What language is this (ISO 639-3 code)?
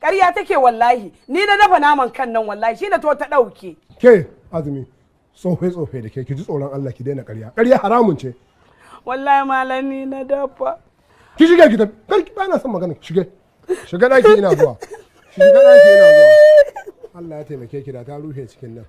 hau